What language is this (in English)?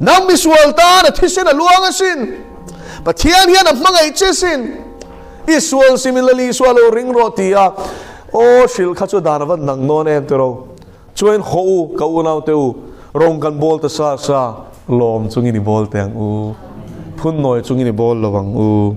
Mizo